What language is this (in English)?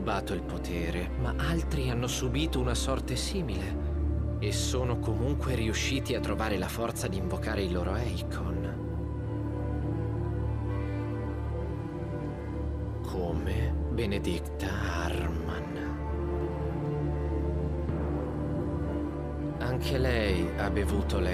Italian